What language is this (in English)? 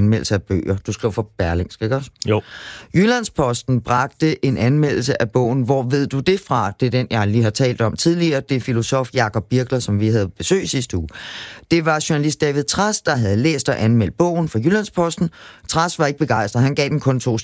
Danish